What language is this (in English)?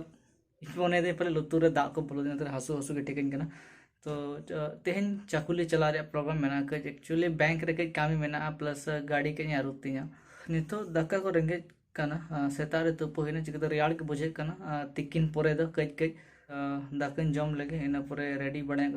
Santali